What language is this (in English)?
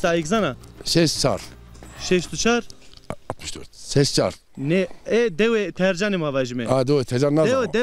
Zaza